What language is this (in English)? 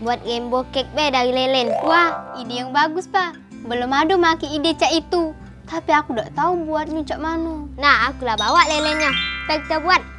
Musi